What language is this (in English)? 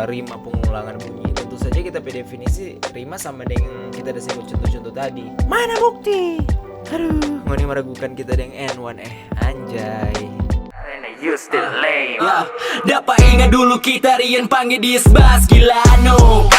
Manado Malay